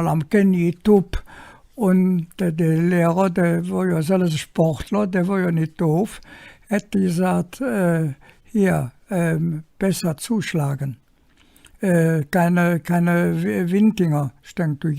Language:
Colognian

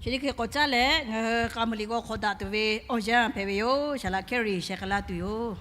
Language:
Lahu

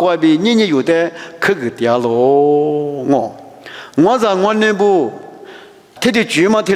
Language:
Lisu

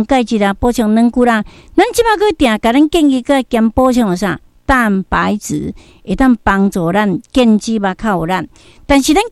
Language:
Min Nan Chinese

